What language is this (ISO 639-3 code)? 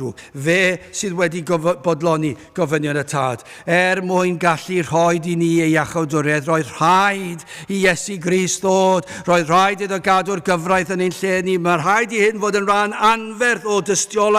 cym